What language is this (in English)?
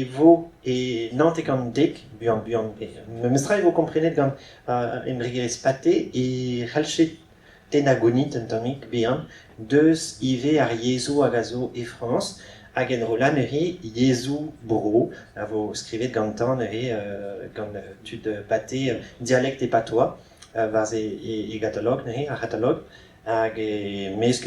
Breton